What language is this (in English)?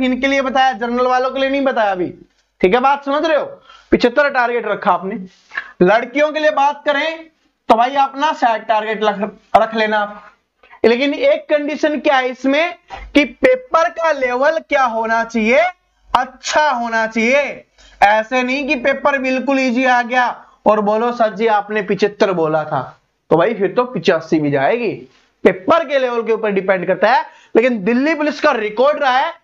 Hindi